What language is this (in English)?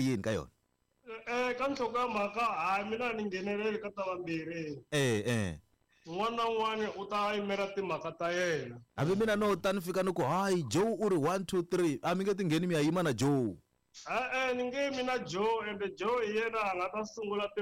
Tsonga